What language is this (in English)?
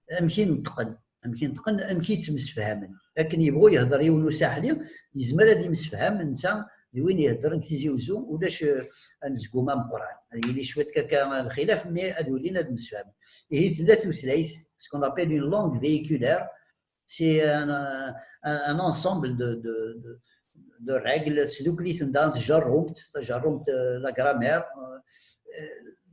Kabyle